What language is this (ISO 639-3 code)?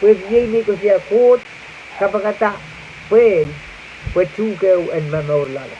pon